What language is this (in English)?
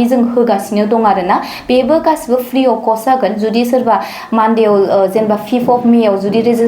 Bodo